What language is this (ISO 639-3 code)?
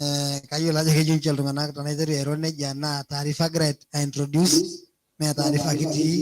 mas